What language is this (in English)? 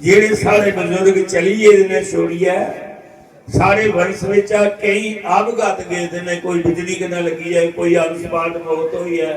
Dogri